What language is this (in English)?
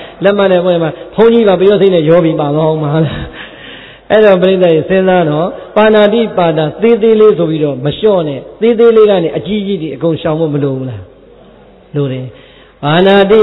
Burmese